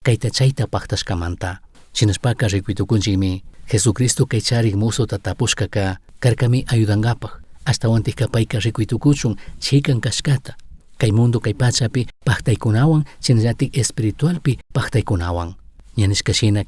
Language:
Chimborazo Highland Quichua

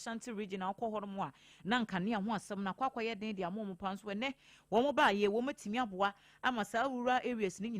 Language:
Akan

